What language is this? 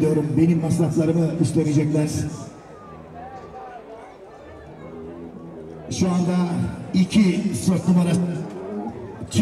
Turkish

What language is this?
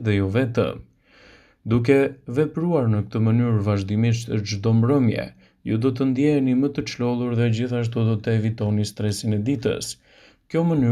Albanian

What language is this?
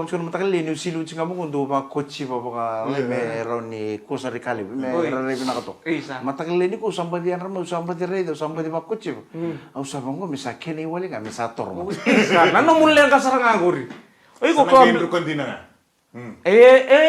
Fijian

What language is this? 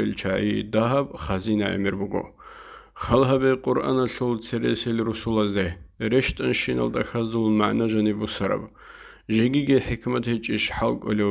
Avaric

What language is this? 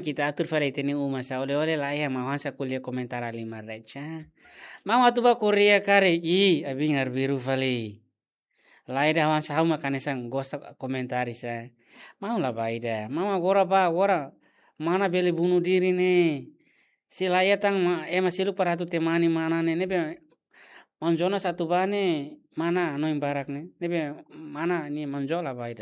Tetum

